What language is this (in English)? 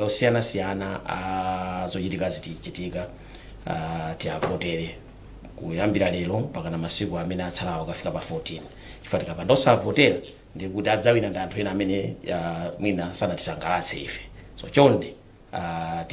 Nyanja